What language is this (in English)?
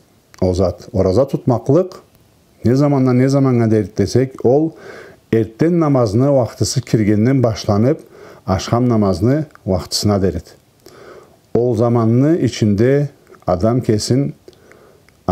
Karachay-Balkar